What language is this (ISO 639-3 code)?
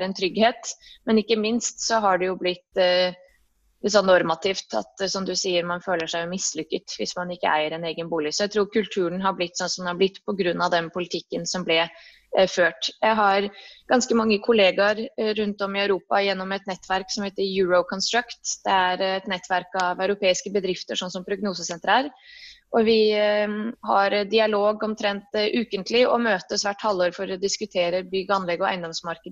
nor